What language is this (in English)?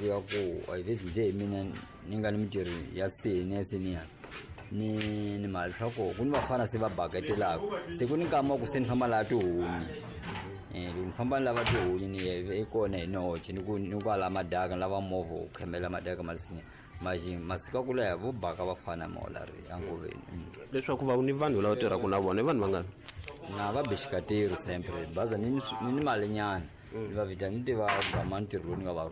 Tsonga